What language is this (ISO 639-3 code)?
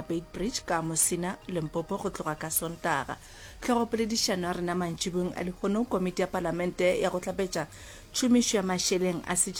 nso